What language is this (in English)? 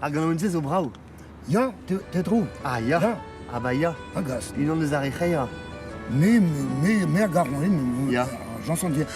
Breton